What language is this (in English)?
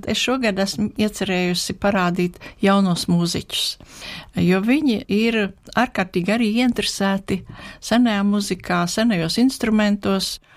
Latvian